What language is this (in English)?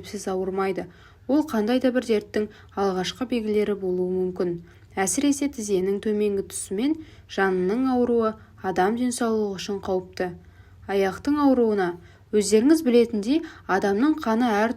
Kazakh